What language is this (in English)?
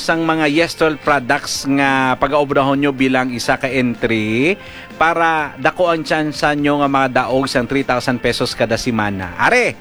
Hiligaynon